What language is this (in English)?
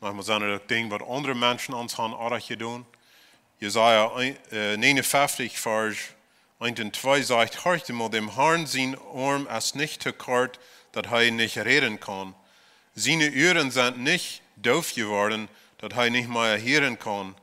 Plautdietsch